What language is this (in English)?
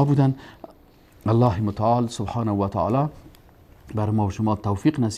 Persian